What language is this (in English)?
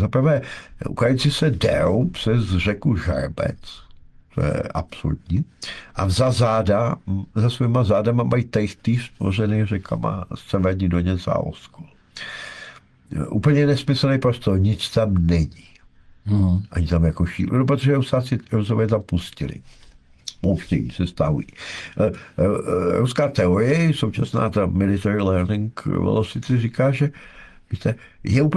Czech